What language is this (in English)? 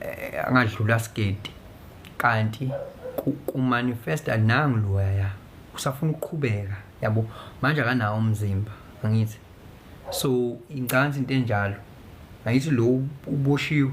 Zulu